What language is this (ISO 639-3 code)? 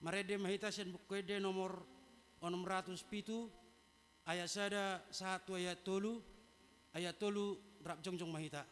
bbc